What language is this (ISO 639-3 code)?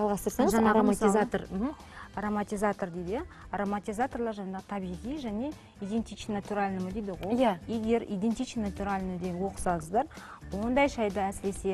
kaz